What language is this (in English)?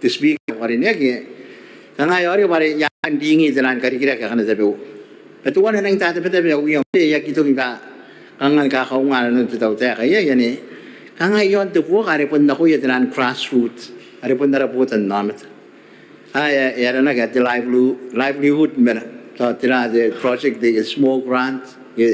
Gilbertese